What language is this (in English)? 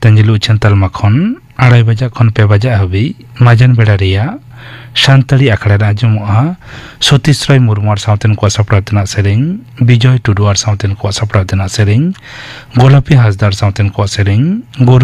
Santali